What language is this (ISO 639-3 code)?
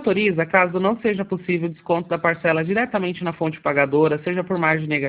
por